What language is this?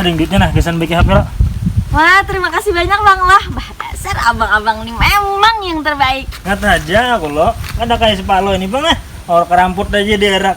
Banjar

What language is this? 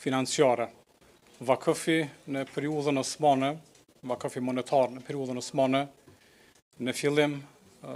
Albanian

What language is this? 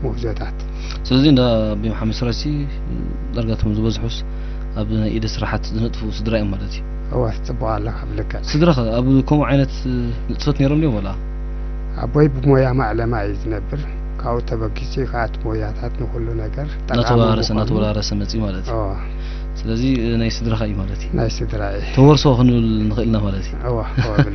Tigrinya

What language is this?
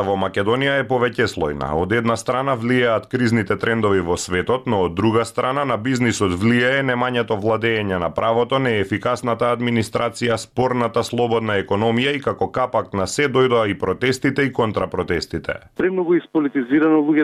Macedonian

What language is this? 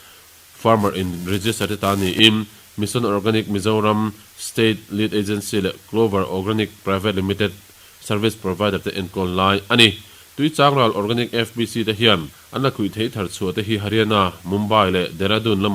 Mizo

